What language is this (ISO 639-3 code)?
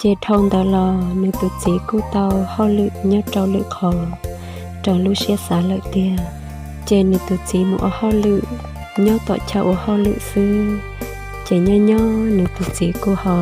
hmn